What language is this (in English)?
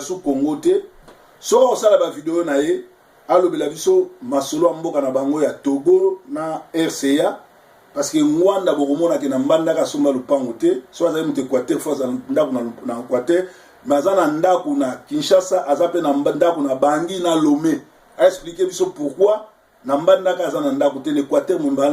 Lingala